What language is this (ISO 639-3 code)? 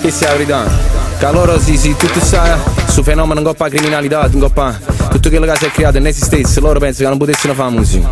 nap